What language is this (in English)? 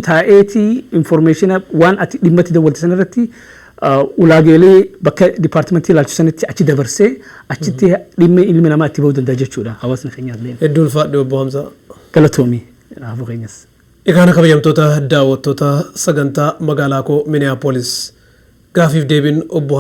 Oromo